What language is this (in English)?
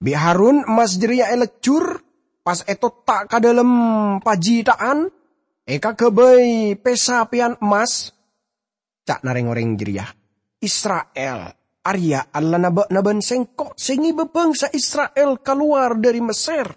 Madurese